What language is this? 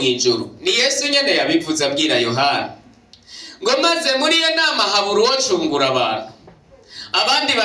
Rundi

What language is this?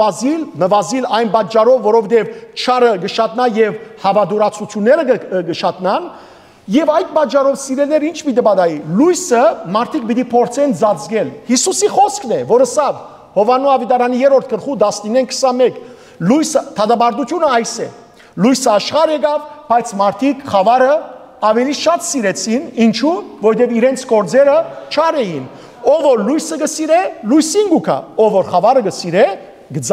Western Armenian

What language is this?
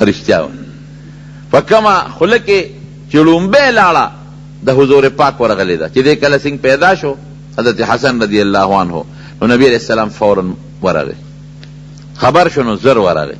Pashto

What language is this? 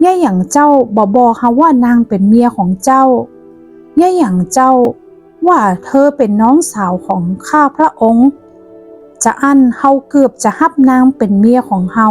Northern Thai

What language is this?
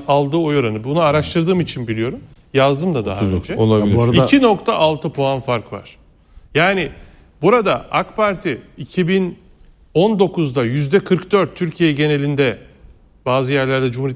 Turkish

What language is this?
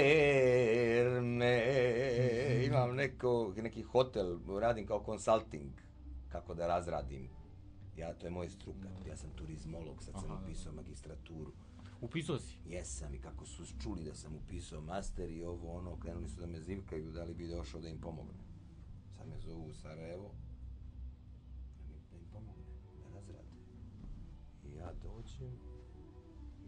Bosnian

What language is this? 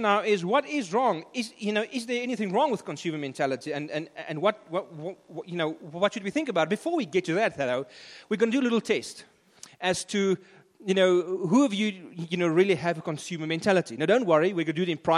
English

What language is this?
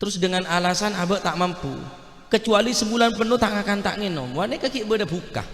Madurese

